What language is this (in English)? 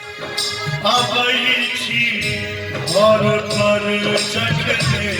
Maithili